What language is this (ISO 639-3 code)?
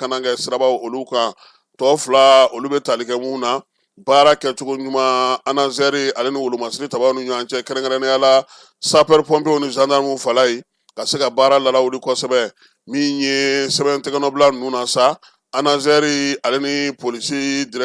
bam